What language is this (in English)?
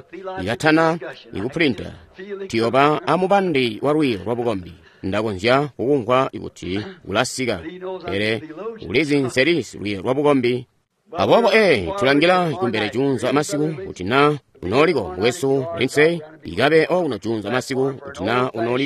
Tonga (Zambia)